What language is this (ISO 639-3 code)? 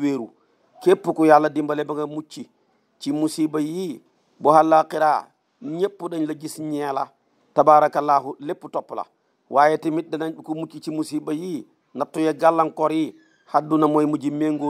wol